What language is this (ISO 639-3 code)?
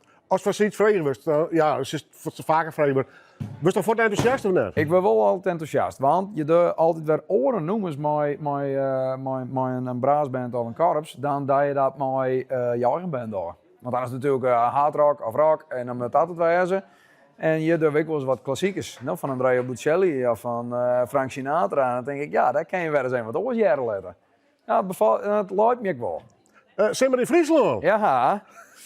fry